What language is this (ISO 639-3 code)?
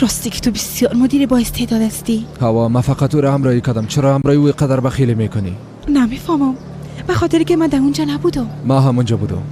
fas